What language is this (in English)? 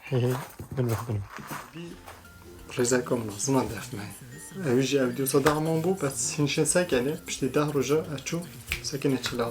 Kurdish